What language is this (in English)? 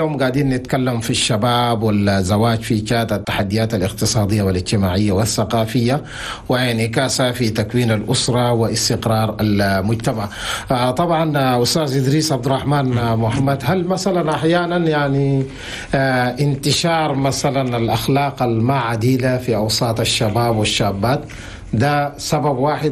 Chadian Arabic